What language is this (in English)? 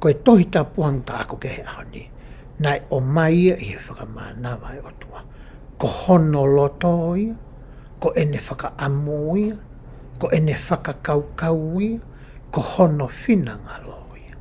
Tongan